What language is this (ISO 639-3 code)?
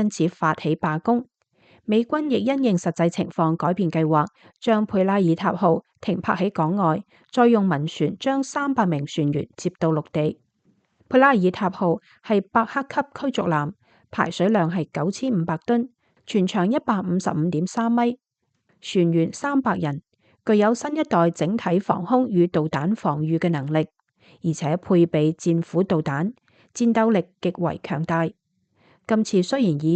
yue